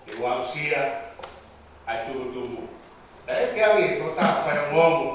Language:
Tongan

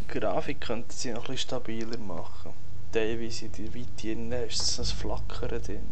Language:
Swiss German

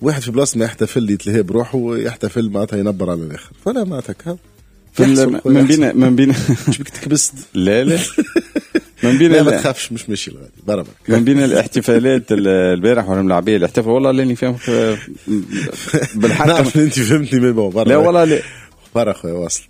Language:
Tunisian Arabic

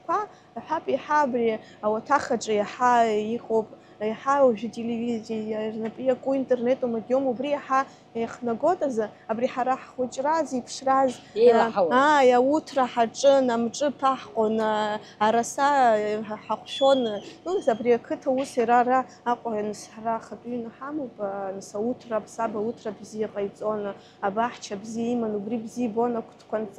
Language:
Abkhazian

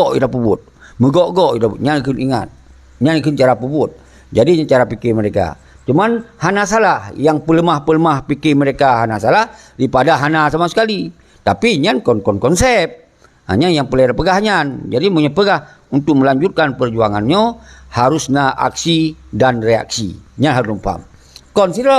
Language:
Achinese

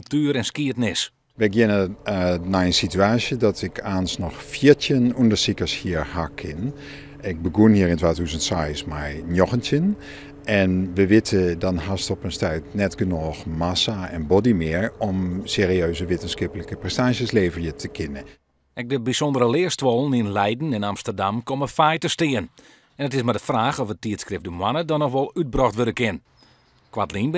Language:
Western Frisian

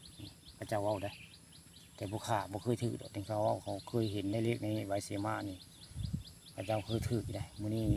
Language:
Northeastern Thai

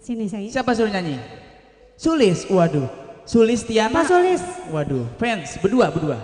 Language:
Betawi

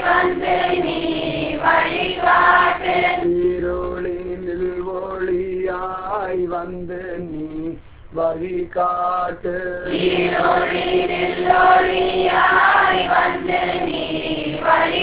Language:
Tamil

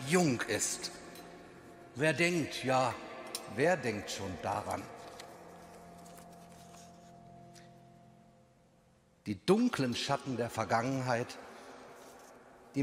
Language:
German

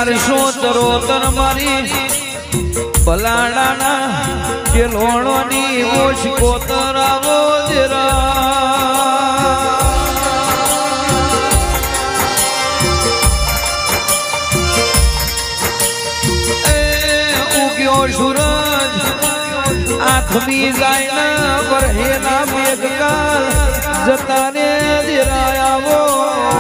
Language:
Gujarati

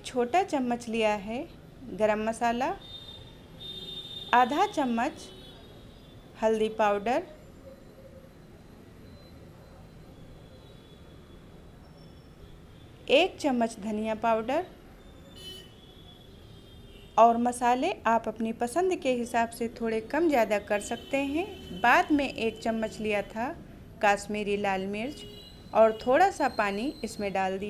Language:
Hindi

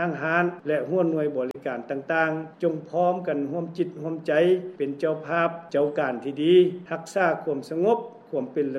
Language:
Lao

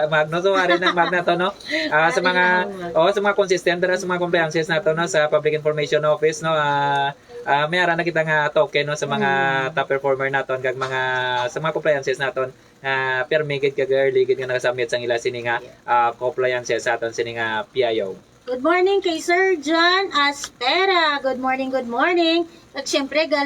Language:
Hiligaynon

